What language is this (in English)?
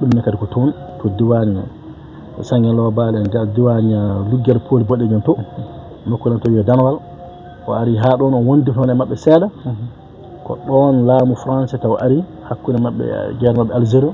Fula